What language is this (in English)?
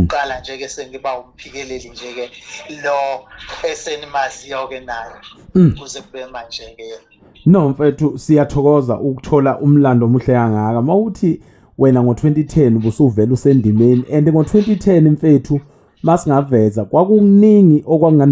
Zulu